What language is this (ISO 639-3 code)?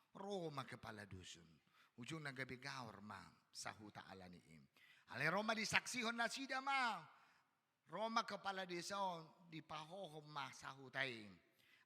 bbc